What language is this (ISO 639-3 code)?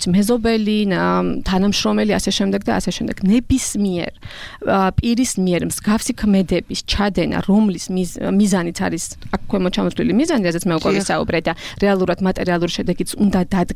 kat